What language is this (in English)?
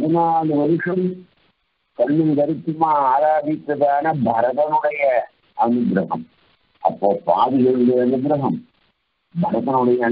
Tamil